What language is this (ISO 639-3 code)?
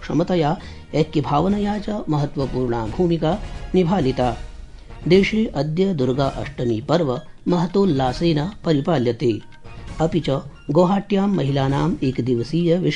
san